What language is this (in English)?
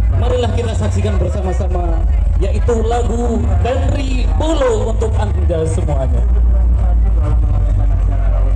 Indonesian